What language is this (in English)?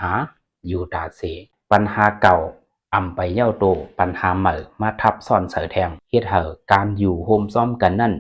Shan